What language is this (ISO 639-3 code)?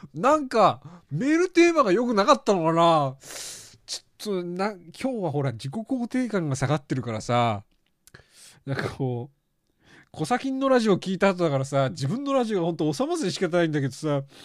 jpn